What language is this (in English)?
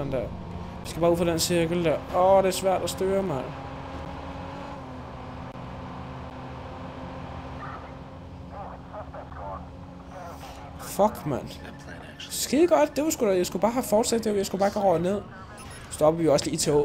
Danish